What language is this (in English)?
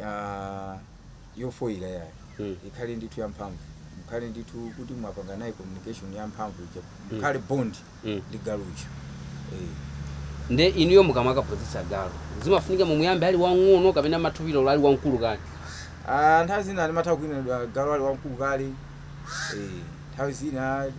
Nyanja